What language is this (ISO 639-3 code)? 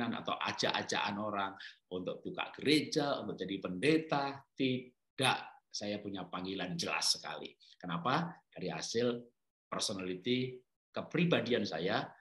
ind